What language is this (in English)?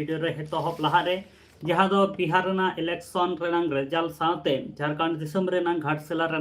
Santali